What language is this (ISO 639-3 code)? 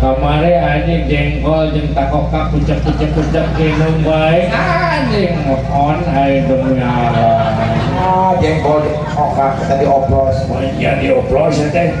sun